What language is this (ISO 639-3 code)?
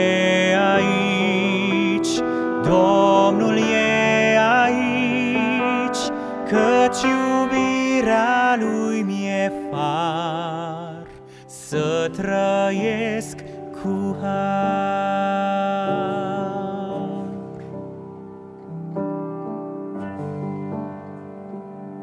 ron